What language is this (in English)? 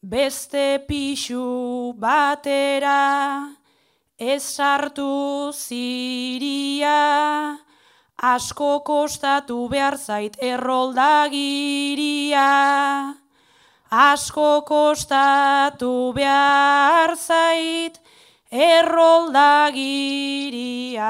Basque